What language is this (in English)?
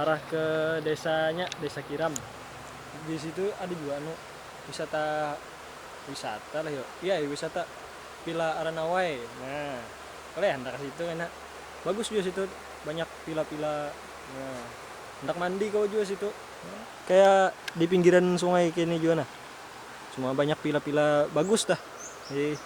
Banjar